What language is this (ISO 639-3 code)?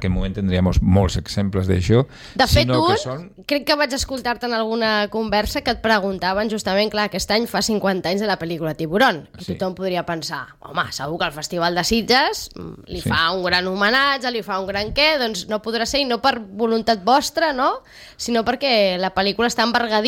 cat